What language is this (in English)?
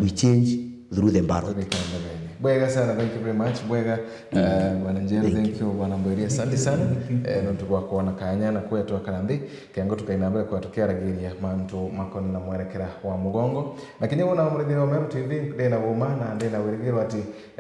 Meru